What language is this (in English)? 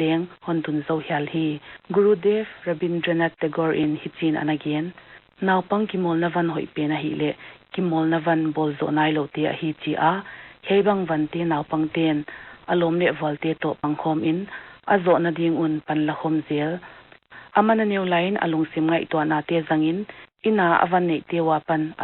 Paite Chin